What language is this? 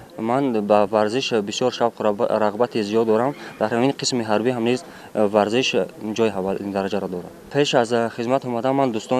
Tajik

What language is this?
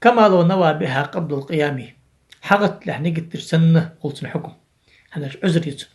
Ingush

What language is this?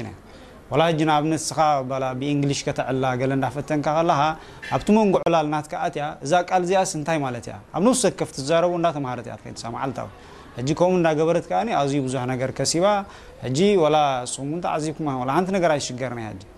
Tigrinya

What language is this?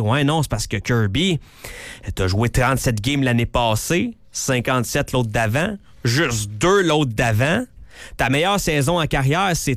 French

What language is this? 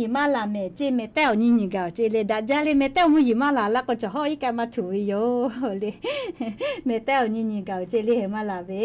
Lahu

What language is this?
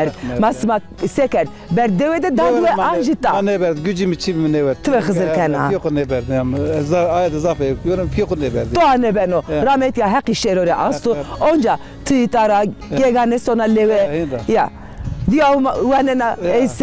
Zaza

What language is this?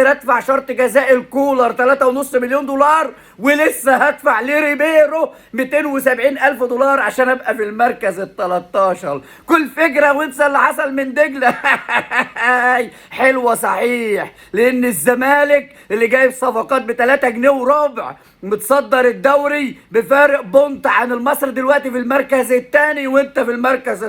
Egyptian Arabic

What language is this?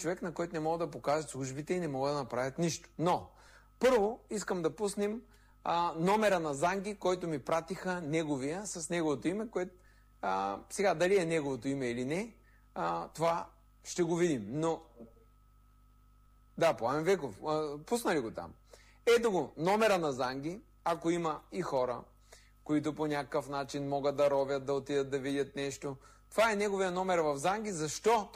Bulgarian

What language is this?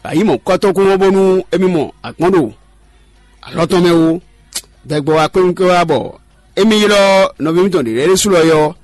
Fon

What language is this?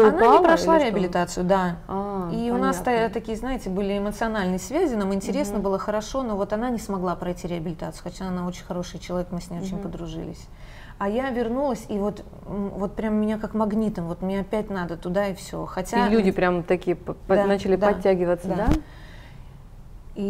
Russian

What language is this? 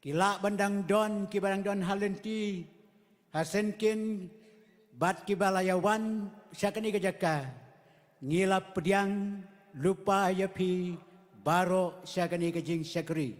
Khasi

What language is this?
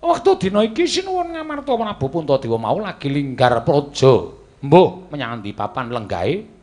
Javanese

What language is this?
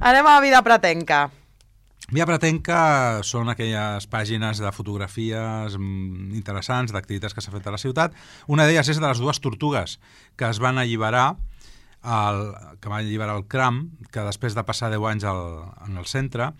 Catalan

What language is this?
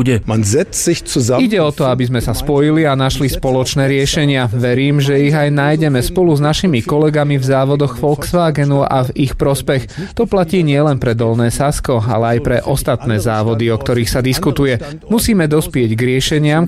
Slovak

